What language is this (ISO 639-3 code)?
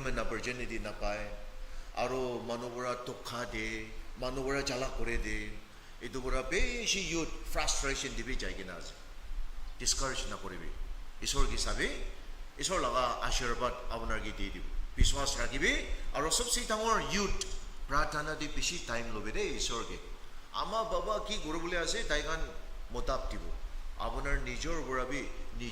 nag